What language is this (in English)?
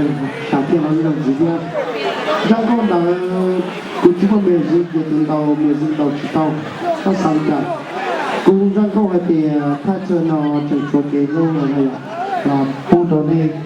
Hmong